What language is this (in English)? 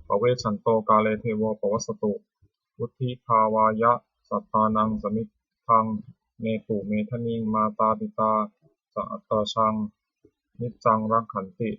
Pali